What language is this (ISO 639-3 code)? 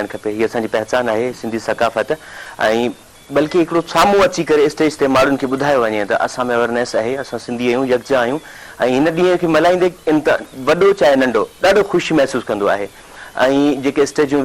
snd